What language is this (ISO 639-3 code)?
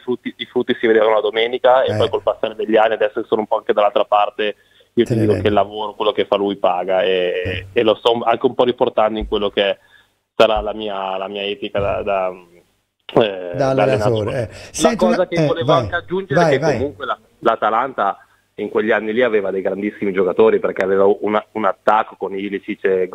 ita